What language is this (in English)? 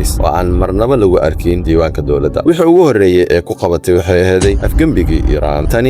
Somali